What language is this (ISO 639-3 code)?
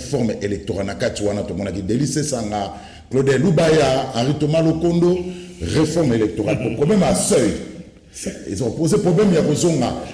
lin